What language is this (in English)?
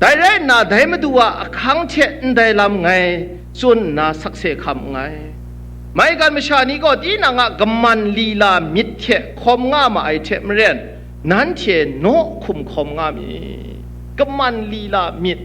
Kachin